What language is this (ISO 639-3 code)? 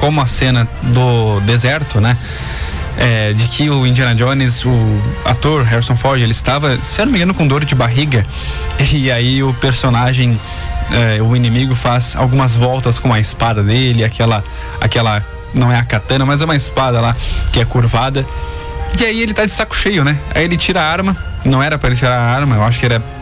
por